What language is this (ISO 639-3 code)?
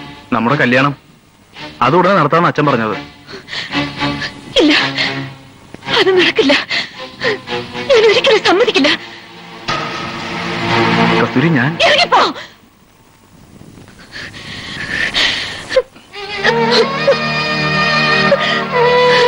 mal